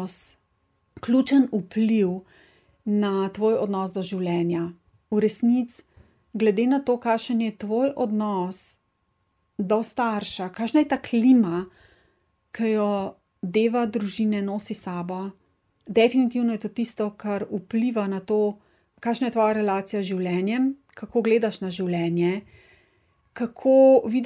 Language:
Slovenian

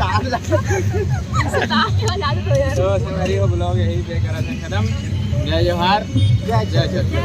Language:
Chhattisgarhi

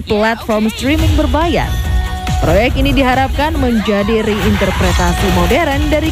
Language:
Indonesian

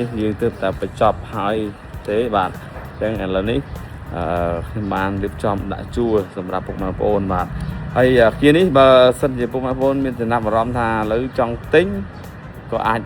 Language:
Khmer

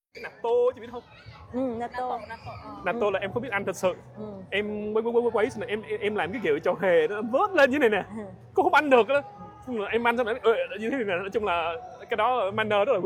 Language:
Vietnamese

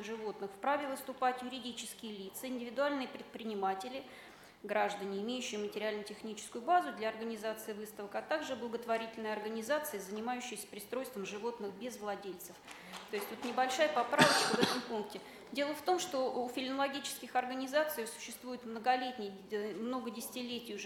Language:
Russian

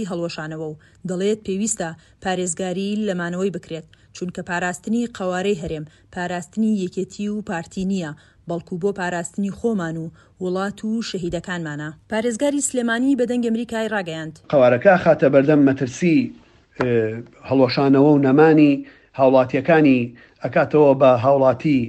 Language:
Central Kurdish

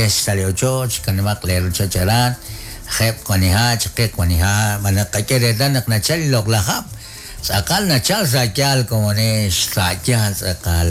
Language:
Kekchí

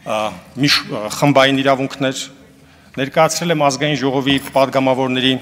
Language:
Armenian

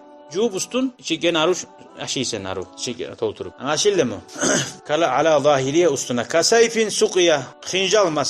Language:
Kumyk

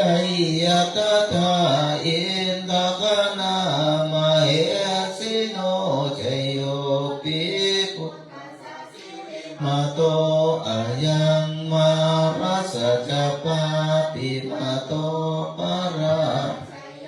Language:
Pali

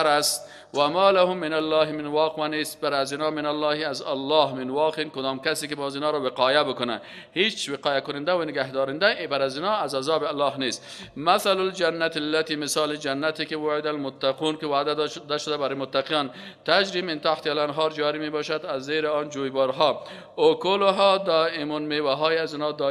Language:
Persian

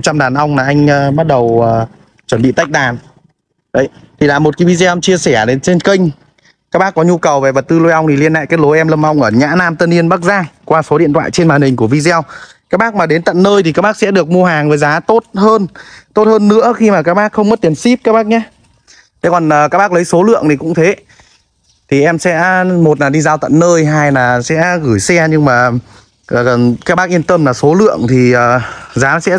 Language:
Vietnamese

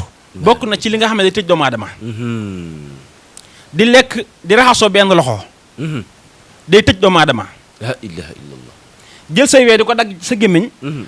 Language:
Wolof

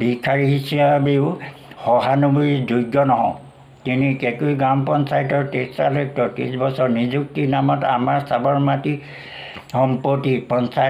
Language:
Assamese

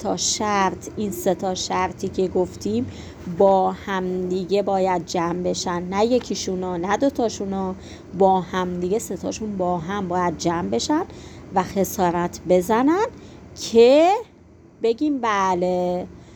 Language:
Persian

